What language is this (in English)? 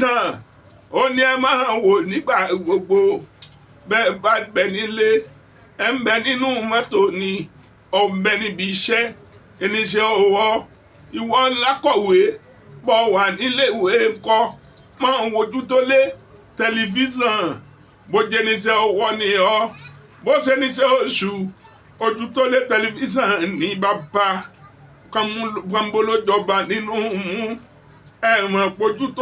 Yoruba